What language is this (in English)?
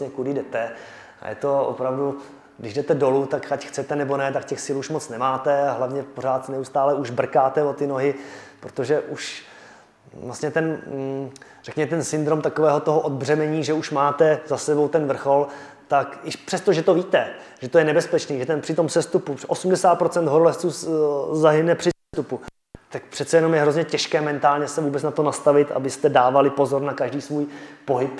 Czech